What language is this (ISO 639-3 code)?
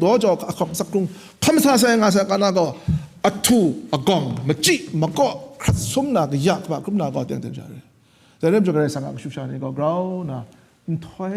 kac